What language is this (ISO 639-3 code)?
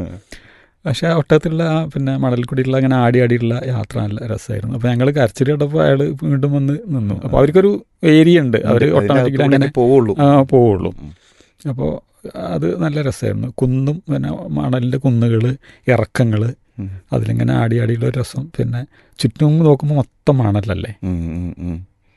mal